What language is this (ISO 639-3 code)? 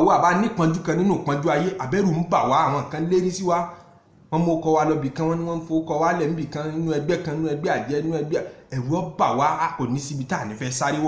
yor